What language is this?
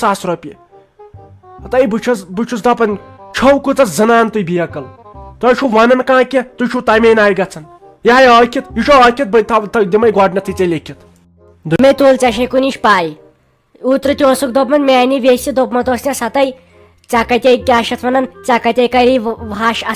Kashmiri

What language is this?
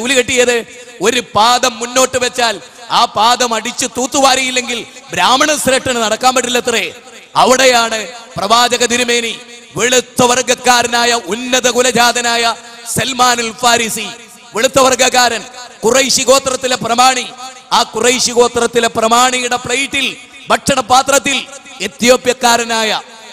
Malayalam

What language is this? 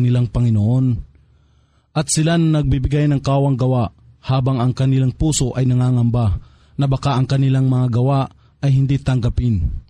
Filipino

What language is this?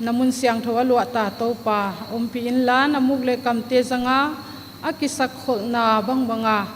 Paite Chin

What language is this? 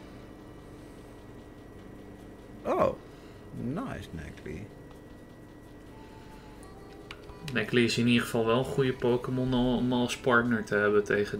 Dutch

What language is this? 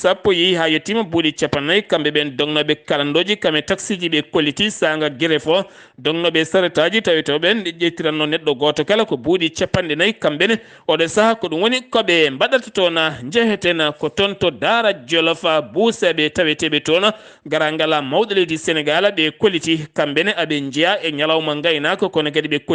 Fula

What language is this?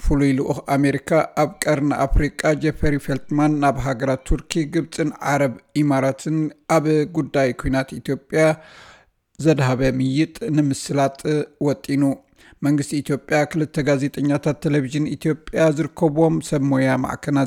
Tigrinya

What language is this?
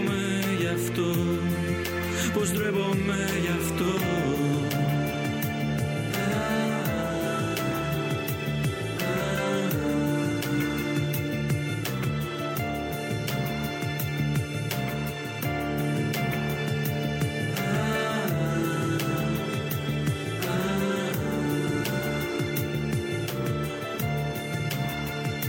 Greek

